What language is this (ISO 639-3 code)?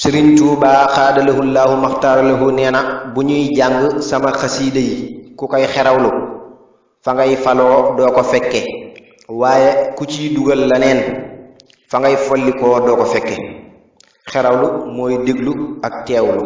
wol